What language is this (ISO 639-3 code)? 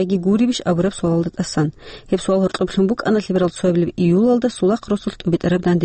ava